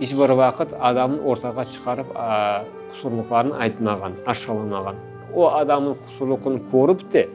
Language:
Crimean Tatar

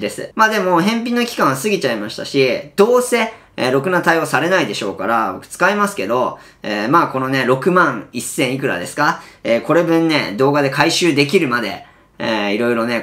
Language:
Japanese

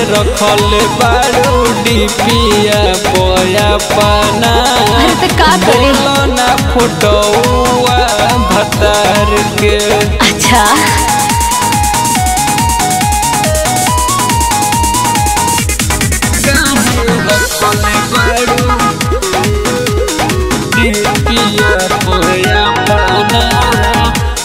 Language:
Bhojpuri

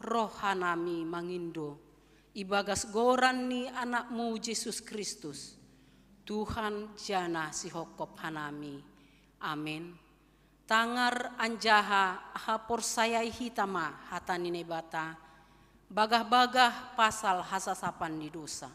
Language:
Batak Simalungun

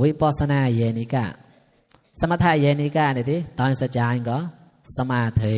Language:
Mon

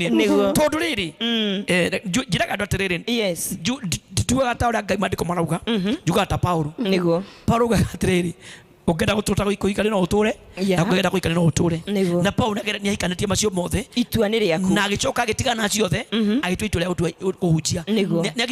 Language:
Kikuyu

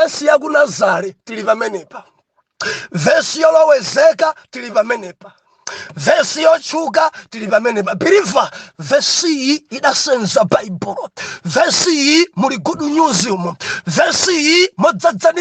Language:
Nyanja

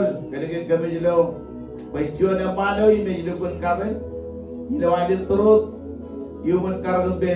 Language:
Marshallese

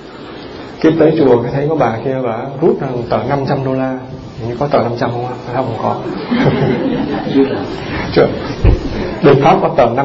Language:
Vietnamese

